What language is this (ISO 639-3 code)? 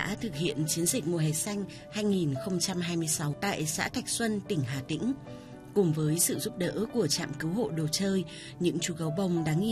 vie